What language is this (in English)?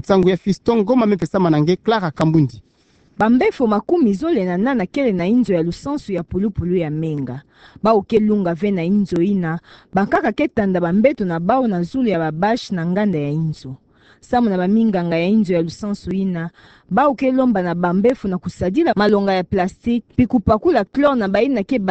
Kituba (Democratic Republic of Congo)